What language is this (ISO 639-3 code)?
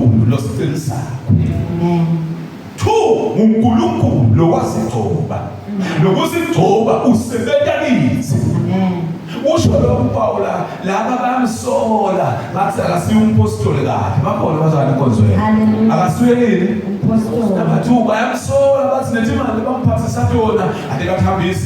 zul